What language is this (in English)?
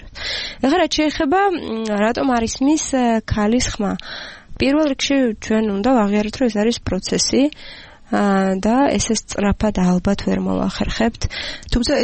Georgian